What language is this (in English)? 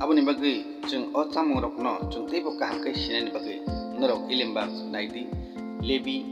Kok Borok